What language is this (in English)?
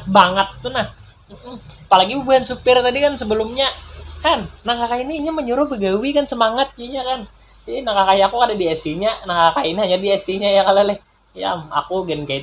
Banjar